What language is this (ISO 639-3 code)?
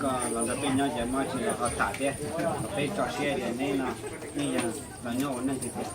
hmn